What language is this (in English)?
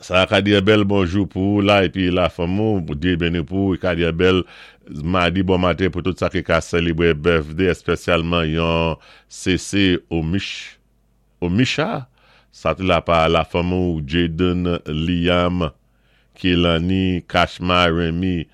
Saint Lucian Creole French